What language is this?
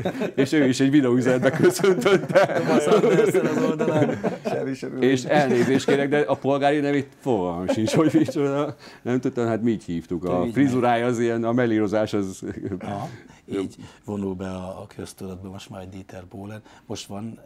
Hungarian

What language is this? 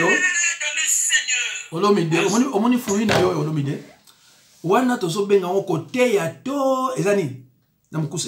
Lingala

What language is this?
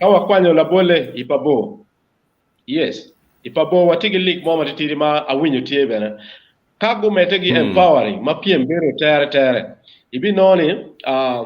Acoli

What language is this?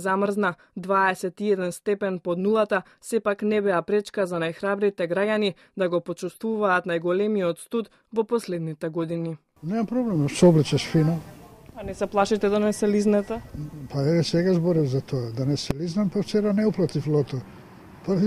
Macedonian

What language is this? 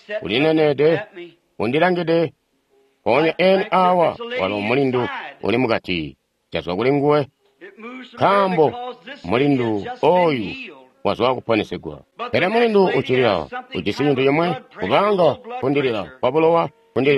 Tonga (Zambia)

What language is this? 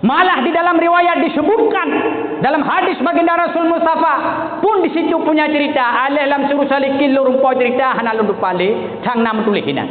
Achinese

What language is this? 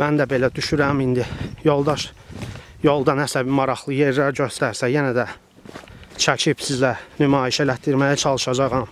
Azerbaijani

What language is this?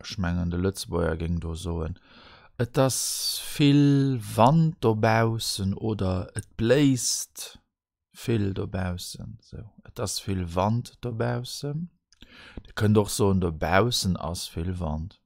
Luxembourgish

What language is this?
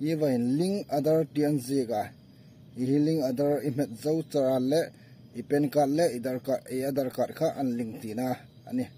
Hmar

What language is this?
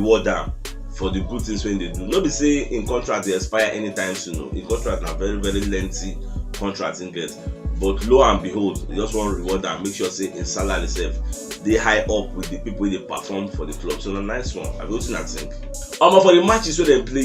Nigerian Pidgin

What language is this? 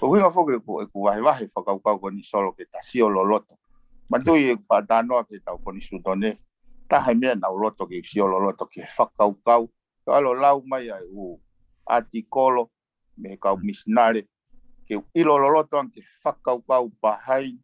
Tongan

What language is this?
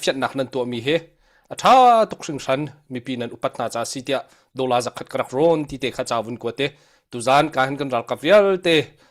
Hakha Chin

